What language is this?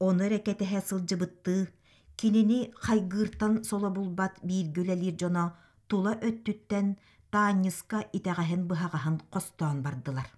Yakut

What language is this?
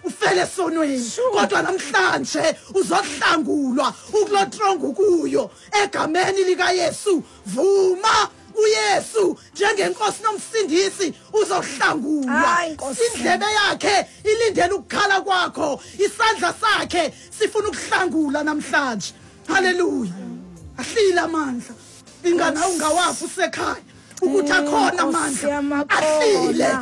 Xhosa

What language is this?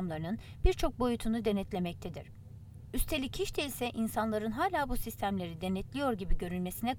Turkish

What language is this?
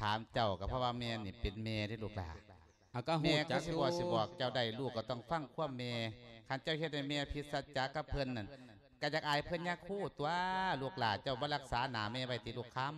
Lao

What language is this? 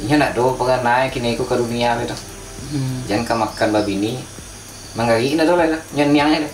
Minangkabau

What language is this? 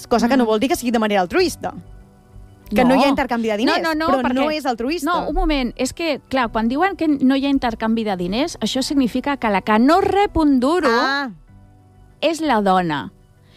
Catalan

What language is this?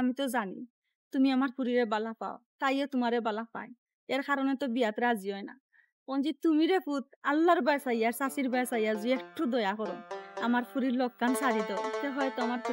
Sylheti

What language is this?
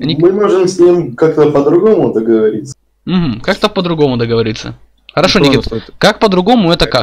Russian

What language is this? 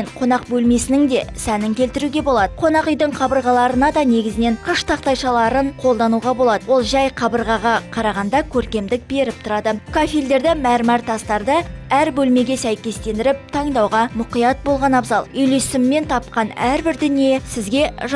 Kazakh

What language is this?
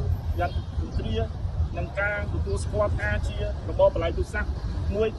Khmer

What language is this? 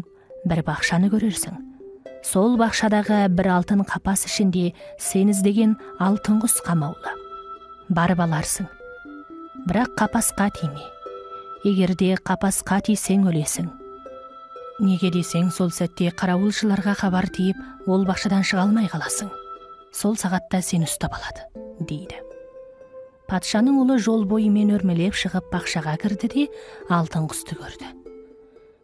Kazakh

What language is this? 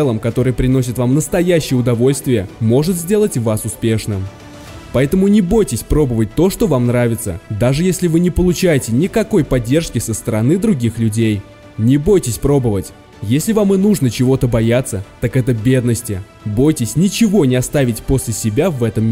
Russian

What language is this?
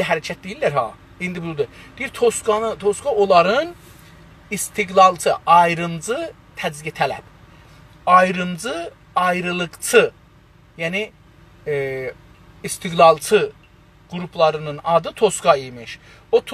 South Azerbaijani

